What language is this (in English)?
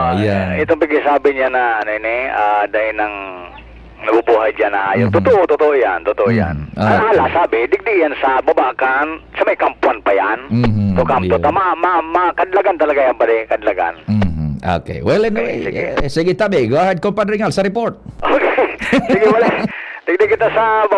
Bikol